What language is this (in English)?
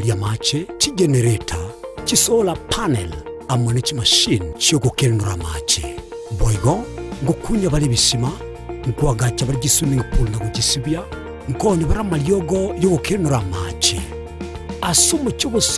Gusii